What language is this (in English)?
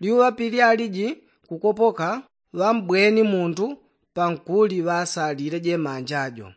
Yao